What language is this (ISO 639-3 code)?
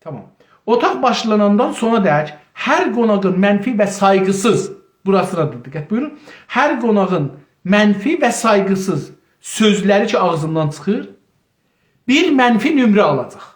azb